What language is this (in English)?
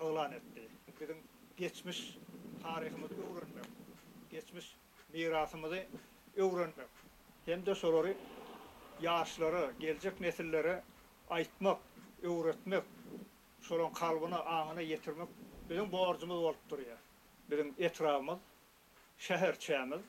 Turkmen